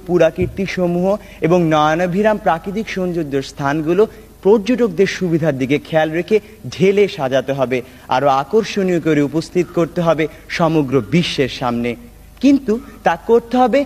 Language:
Bangla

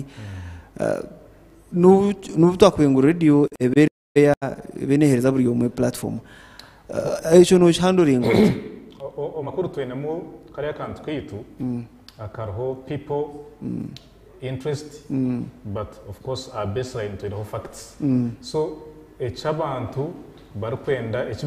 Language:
Nyankole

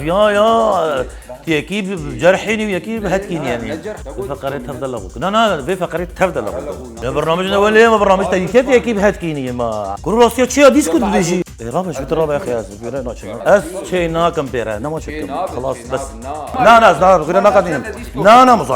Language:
Kurdish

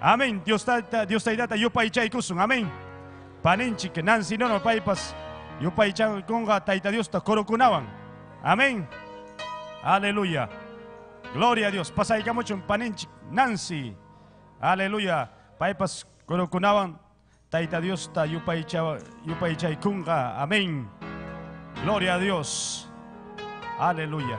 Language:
Ayacucho Quechua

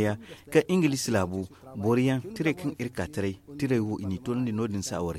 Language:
Zarma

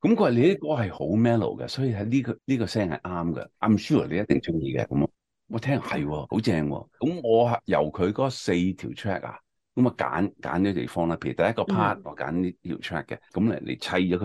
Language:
Cantonese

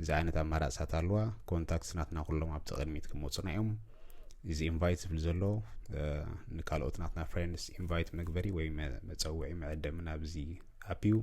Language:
Tigrinya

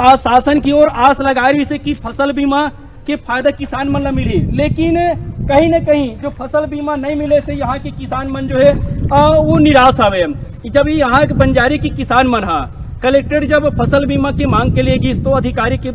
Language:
Chhattisgarhi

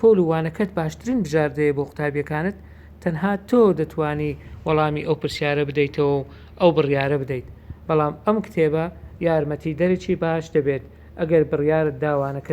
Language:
Central Kurdish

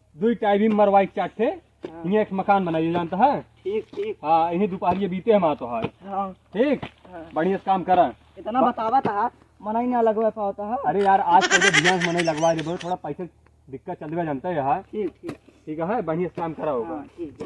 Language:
Awadhi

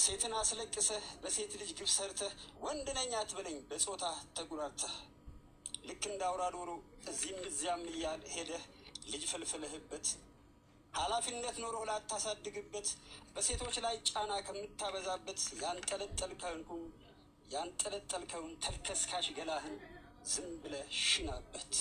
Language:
Amharic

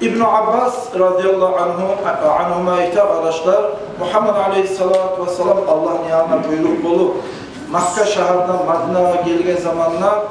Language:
Kumyk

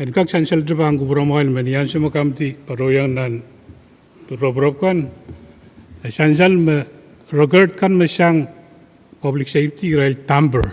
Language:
Pohnpeian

